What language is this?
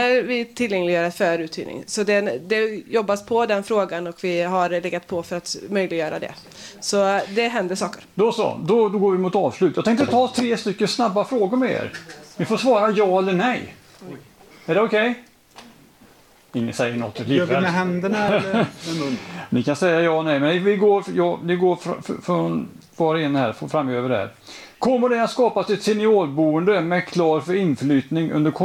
Swedish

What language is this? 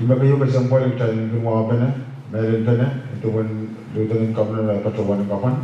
Pohnpeian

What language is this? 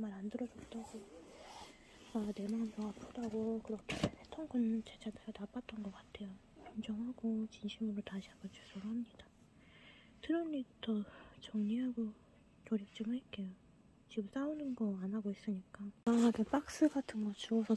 Korean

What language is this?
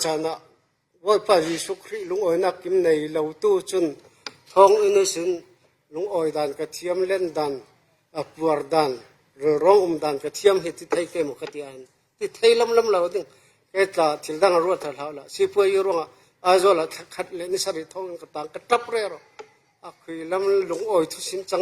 Falam Chin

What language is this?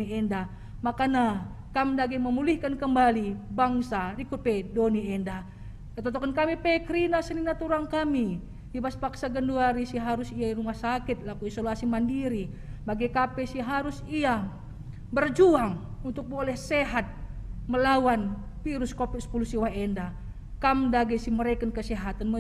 Batak Karo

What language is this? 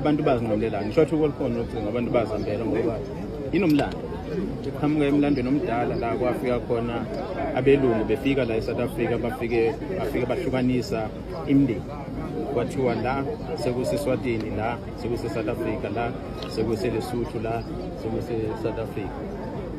Zulu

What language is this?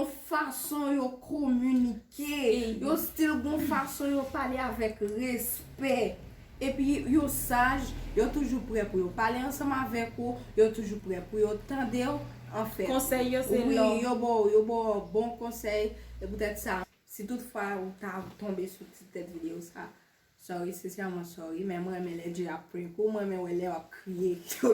Haitian Creole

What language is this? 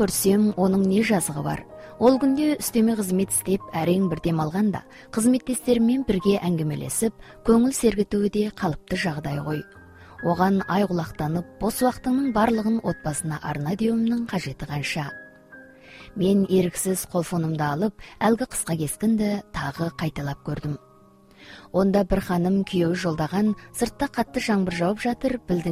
Kazakh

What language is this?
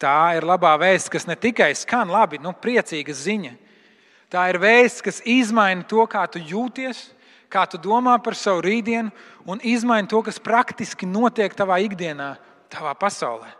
Latvian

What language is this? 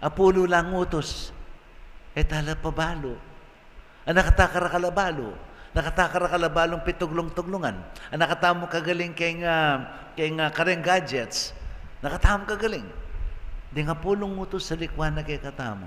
Pampanga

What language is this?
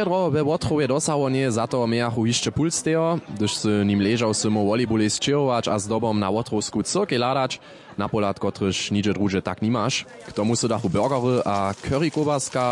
Upper Sorbian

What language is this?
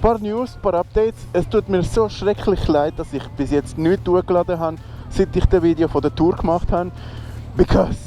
Swiss German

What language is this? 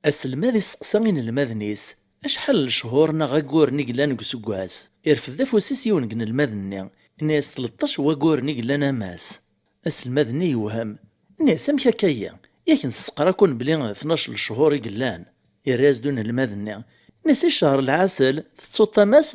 Kabyle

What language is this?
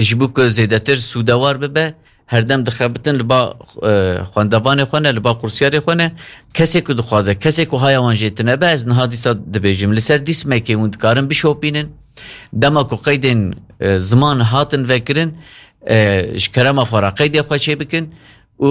Kurdish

